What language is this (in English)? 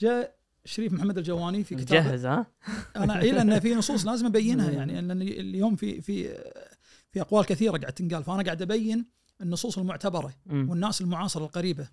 Najdi Arabic